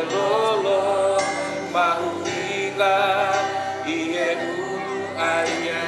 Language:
Tongan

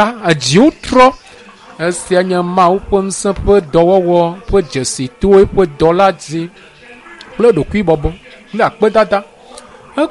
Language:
Ewe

